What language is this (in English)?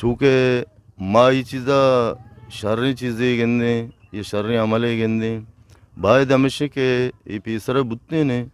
Eastern Balochi